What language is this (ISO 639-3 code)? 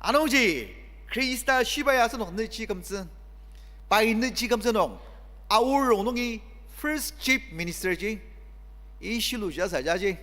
njo